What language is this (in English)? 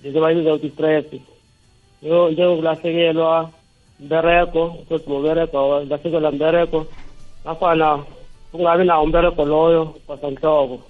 South Ndebele